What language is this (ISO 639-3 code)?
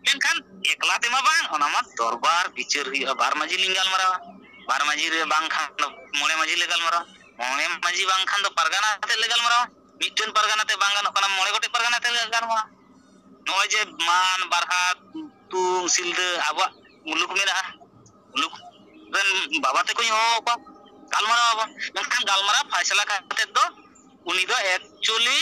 sat